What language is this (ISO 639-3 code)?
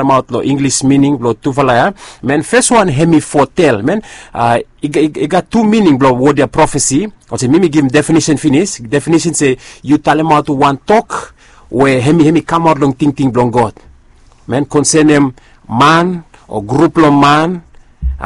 bis